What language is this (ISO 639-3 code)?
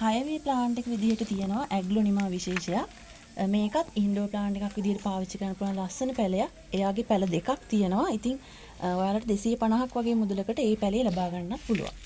sin